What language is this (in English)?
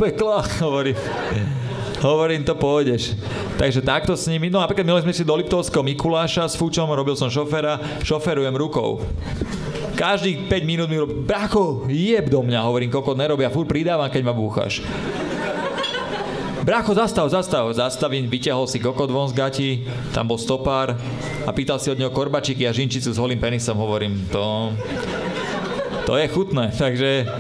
Slovak